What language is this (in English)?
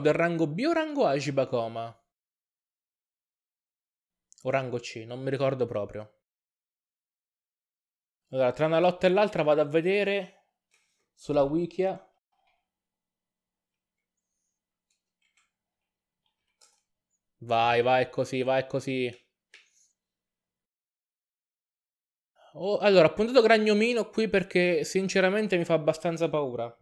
Italian